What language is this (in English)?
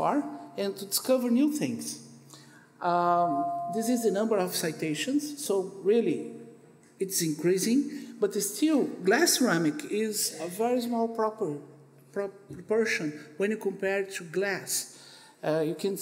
English